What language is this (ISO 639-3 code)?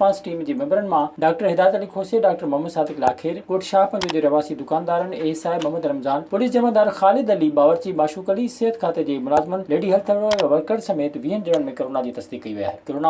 snd